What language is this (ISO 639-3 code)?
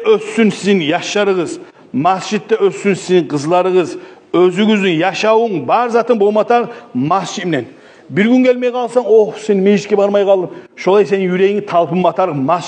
kum